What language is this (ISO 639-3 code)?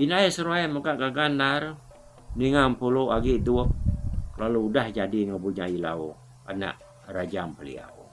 iba